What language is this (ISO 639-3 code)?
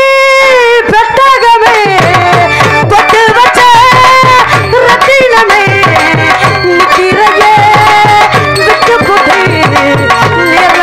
tam